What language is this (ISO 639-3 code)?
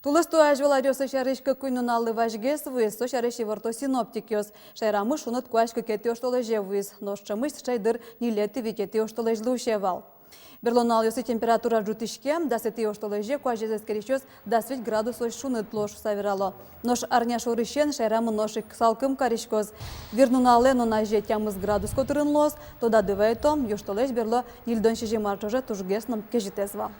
udm